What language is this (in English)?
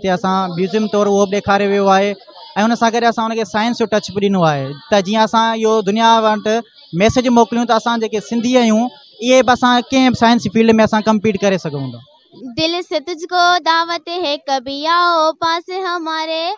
Sindhi